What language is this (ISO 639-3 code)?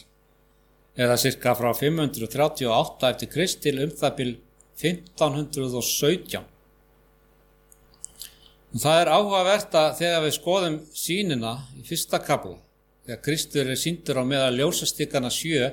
isl